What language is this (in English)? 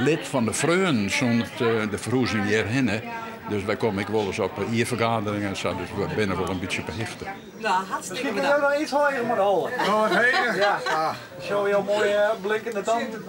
Western Frisian